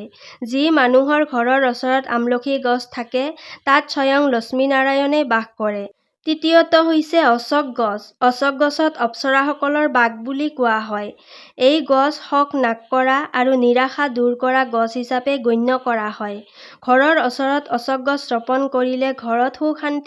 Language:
Assamese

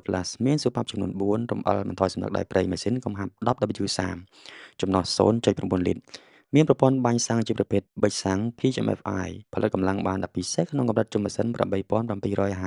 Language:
Khmer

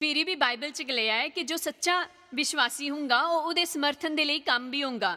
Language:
Dogri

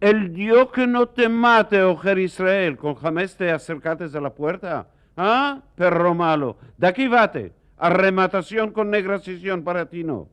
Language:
Ladino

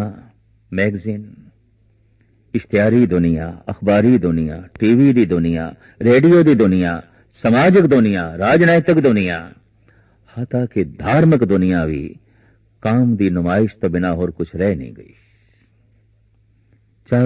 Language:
Punjabi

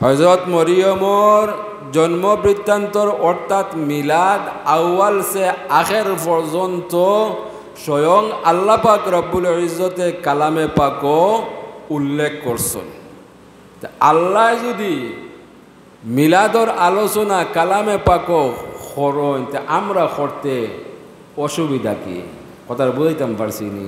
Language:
Sylheti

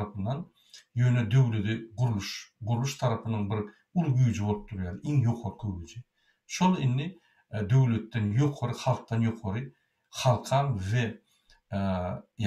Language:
Turkmen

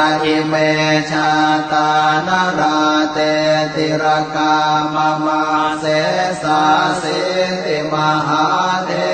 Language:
Pali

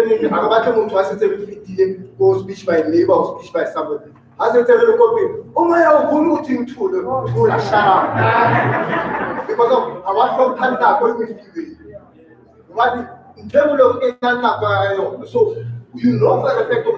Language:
Southern Sotho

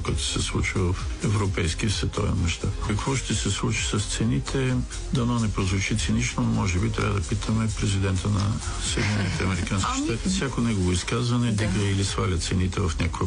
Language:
Bulgarian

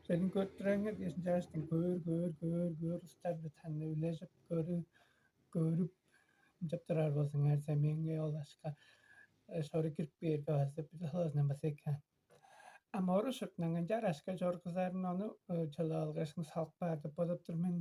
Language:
Tuvinian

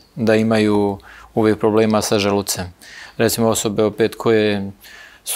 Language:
Serbian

